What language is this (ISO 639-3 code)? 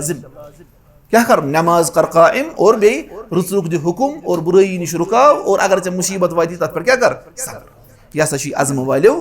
kas